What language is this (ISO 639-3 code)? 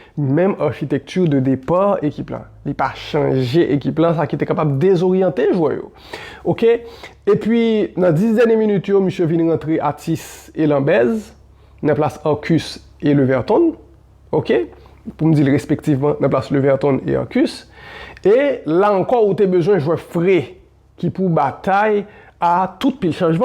hat